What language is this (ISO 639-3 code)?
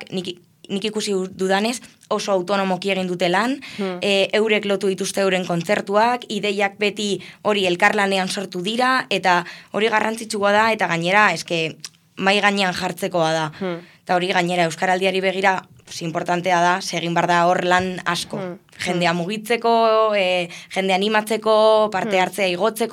eus